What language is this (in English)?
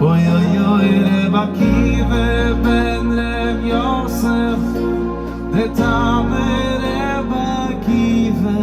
Yiddish